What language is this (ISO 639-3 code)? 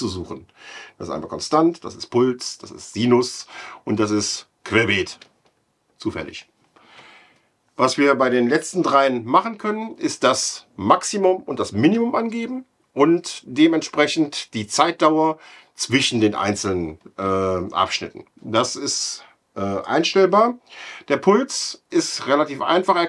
deu